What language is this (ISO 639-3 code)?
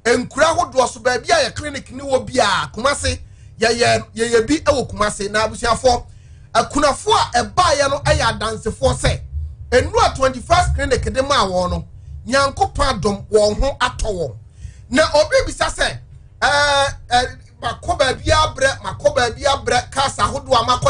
aka